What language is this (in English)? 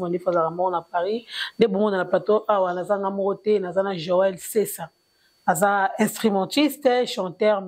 Lingala